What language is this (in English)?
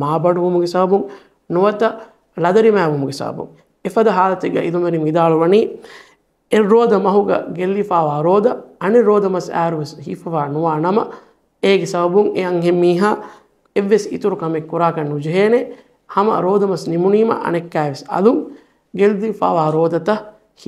Divehi